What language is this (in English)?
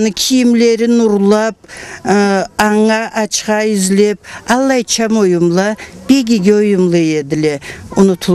Karachay-Balkar